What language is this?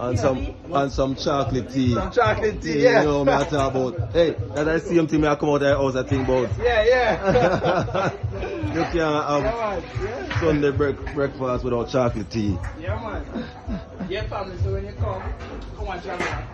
Jamaican Creole English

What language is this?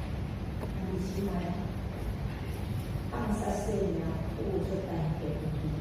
Min Nan Chinese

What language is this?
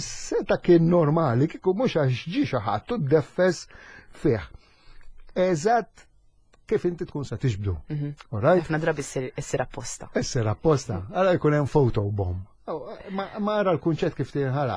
Maltese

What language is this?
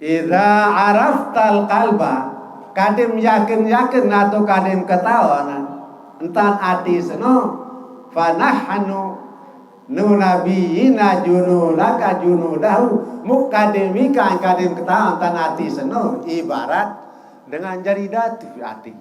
Sasak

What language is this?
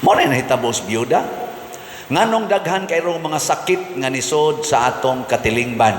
Cebuano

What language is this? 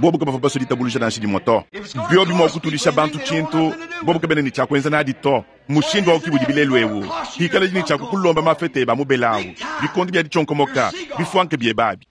Luba-Lulua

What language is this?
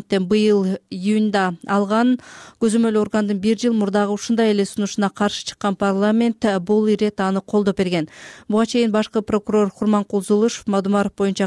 Kyrgyz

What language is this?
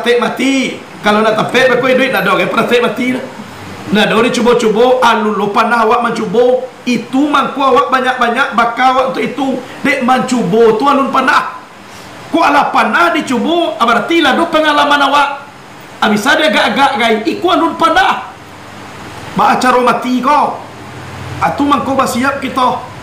Minangkabau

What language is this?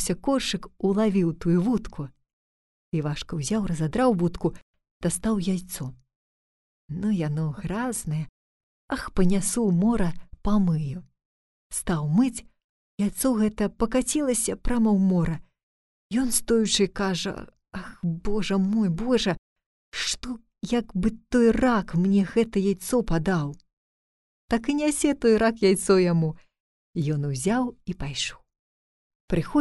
Belarusian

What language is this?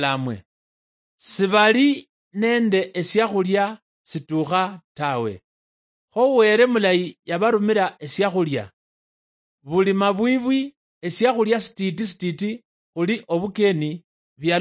Luyia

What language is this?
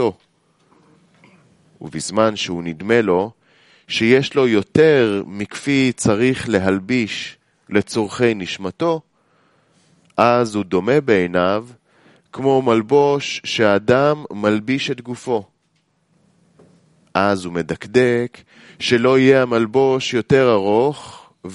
Hebrew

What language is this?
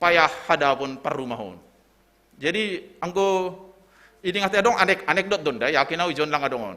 Batak Simalungun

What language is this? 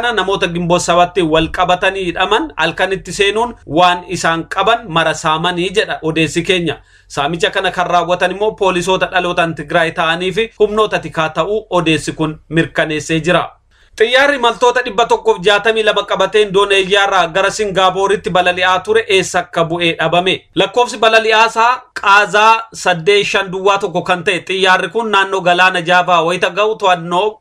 Oromo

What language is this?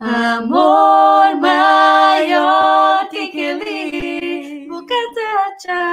Kabuverdianu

